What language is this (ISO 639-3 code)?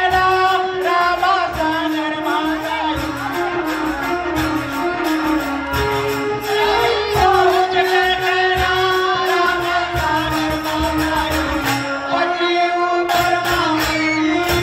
hne